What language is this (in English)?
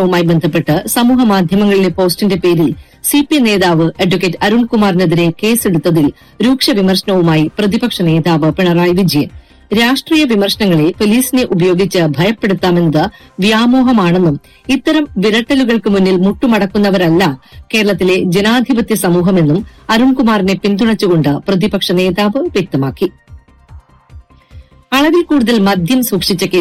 Malayalam